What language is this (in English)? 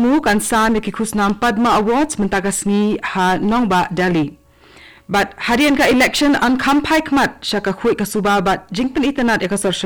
Khasi